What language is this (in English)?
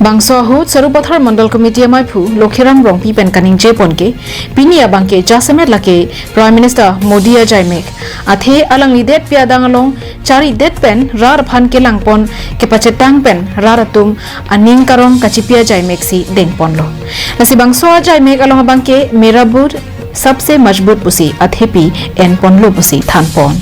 Karbi